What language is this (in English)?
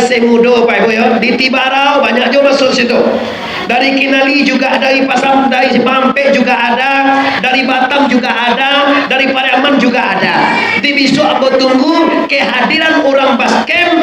Minangkabau